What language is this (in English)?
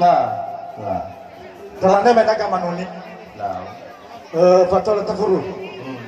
Nias